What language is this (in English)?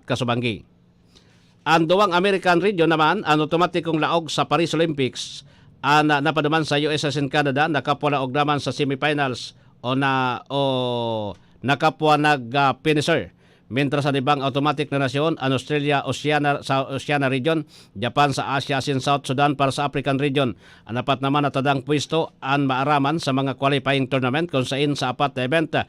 Bikol